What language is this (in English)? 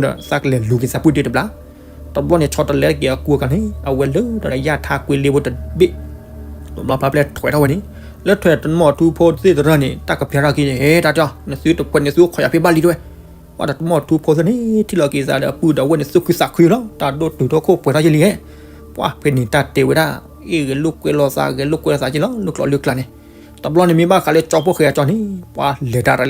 S'gaw Karen